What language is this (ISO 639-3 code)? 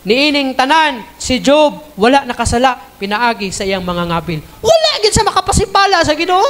ceb